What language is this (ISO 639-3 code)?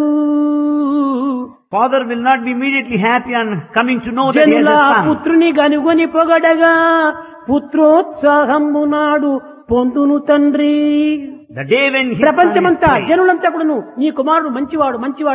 tel